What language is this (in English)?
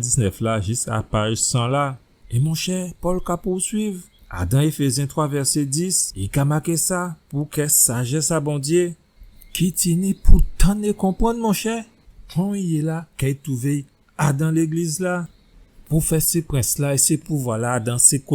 Guadeloupean Creole French